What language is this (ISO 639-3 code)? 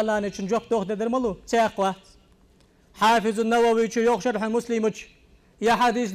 inh